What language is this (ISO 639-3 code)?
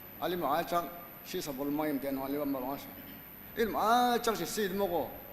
njo